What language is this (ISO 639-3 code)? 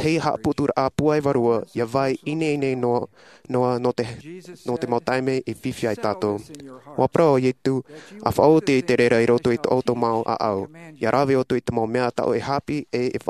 tah